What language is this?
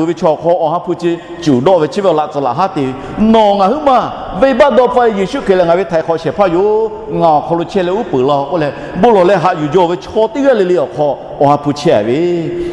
Lahu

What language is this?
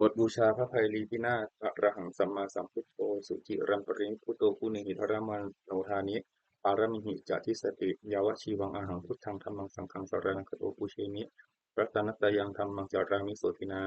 Pali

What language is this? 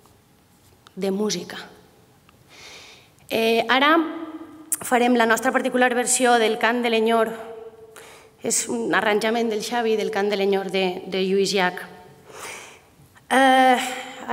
Catalan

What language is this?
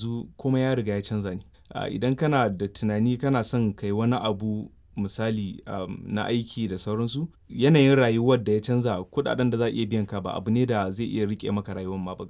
Hausa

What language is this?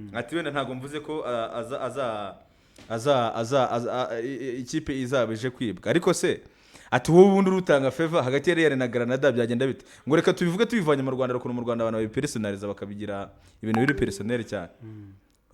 Kinyarwanda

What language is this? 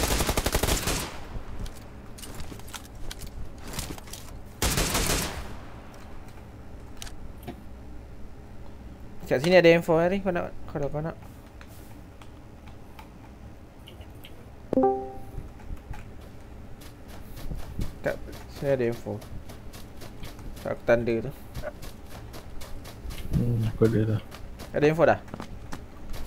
Malay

